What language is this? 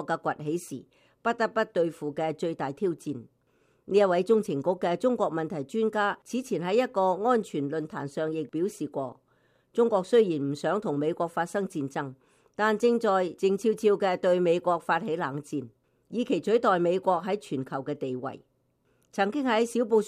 Cantonese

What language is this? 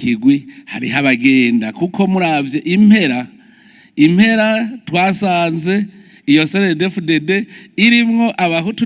Rundi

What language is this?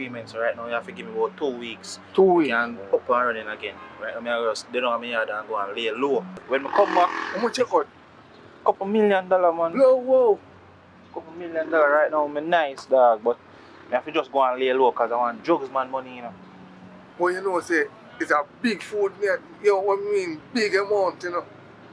Jamaican Creole English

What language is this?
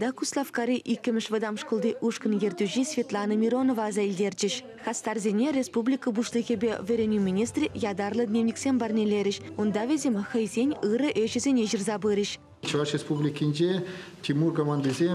Chuvash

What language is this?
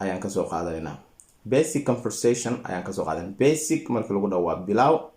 Somali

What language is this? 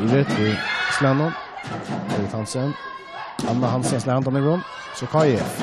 Faroese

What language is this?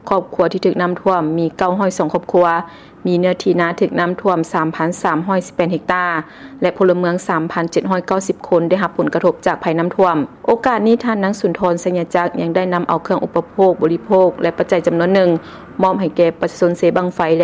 Lao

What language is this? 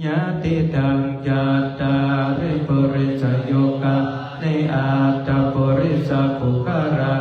Pali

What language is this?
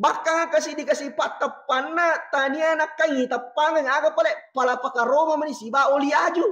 Buginese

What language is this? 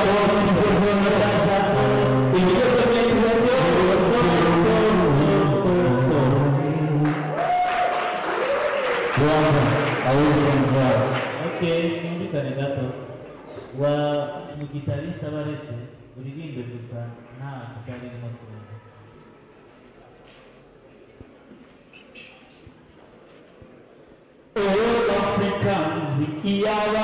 Kinyarwanda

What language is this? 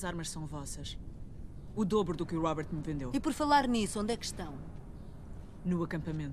Portuguese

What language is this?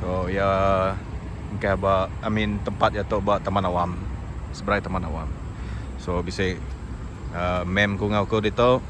Iban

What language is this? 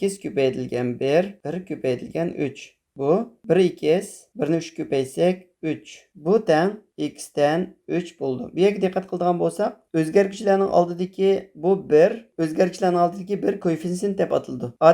Uyghur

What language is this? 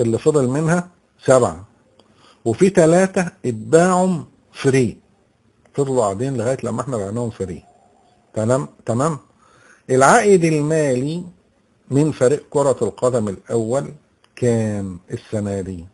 Egyptian Arabic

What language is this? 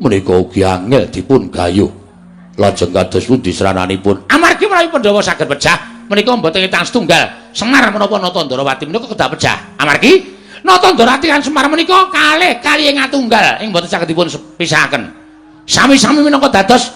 Javanese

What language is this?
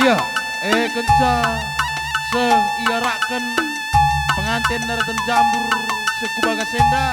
Batak Karo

